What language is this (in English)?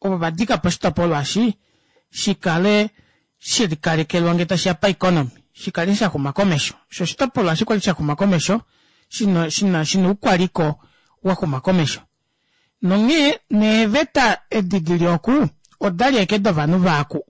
Kuanyama